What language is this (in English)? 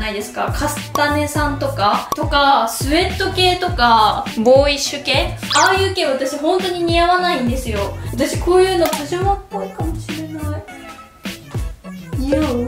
Japanese